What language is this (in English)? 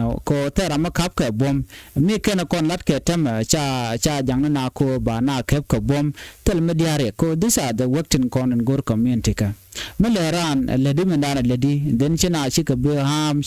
Nuer